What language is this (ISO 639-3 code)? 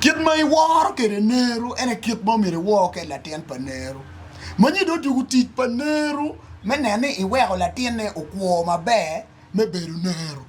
ach